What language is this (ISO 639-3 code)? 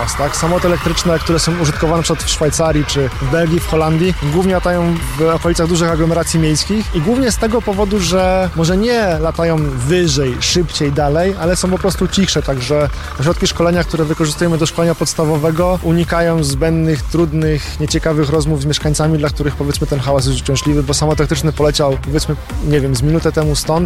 pol